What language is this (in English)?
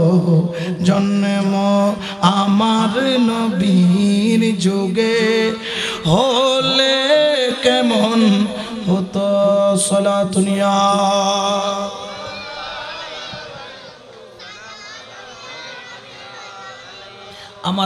Bangla